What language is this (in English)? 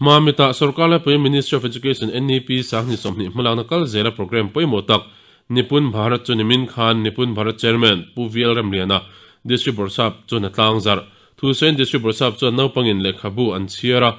Mizo